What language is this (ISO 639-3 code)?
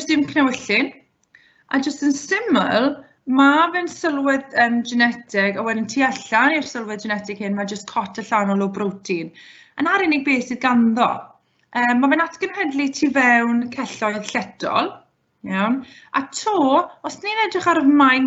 cym